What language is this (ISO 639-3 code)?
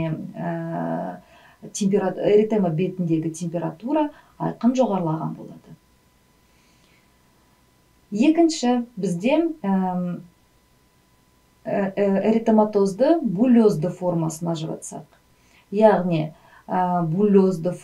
kaz